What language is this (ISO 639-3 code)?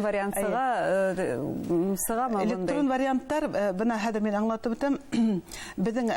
bak